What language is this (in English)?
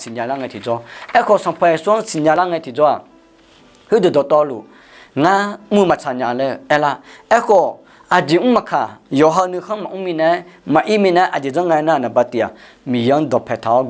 Akha